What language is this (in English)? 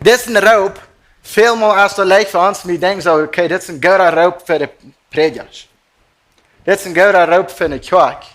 Plautdietsch